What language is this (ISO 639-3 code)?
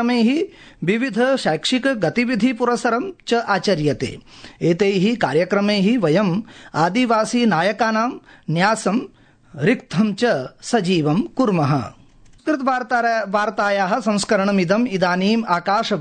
san